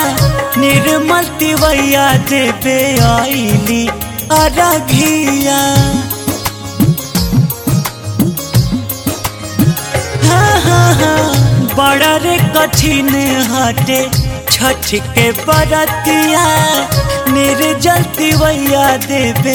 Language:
Bhojpuri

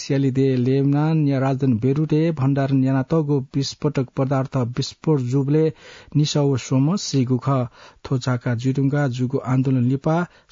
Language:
Newari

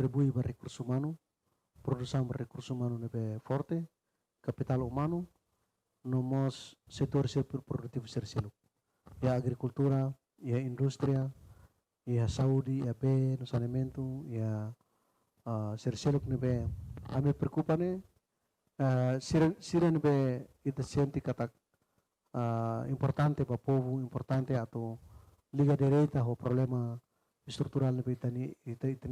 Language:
Tetum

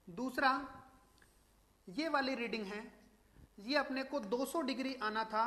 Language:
Hindi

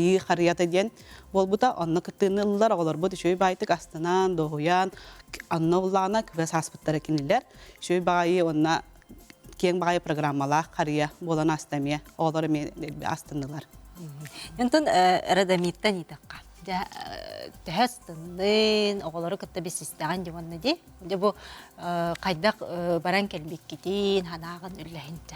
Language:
Yakut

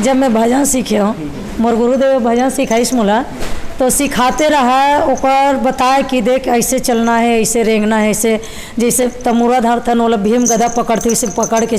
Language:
Chhattisgarhi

